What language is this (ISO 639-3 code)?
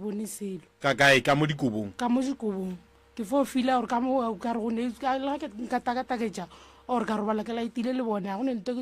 nso